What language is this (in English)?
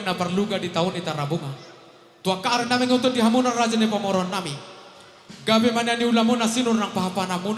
Batak Toba